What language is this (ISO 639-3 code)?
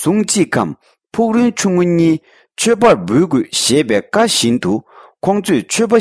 bod